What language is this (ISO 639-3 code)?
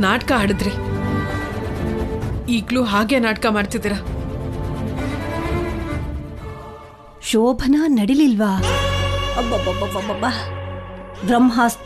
kan